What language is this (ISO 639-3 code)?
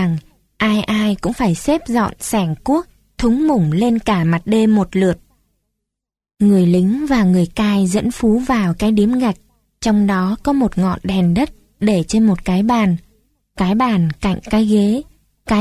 vie